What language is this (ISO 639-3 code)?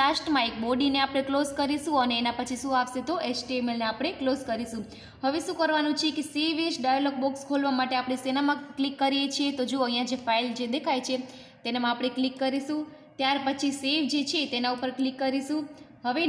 guj